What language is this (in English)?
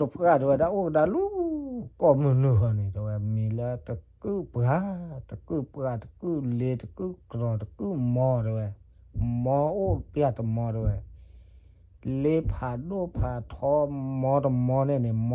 S'gaw Karen